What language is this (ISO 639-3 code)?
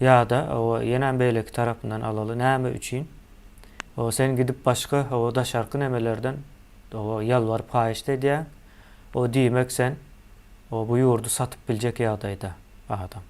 tuk